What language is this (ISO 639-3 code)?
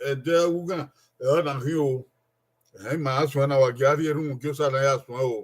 bin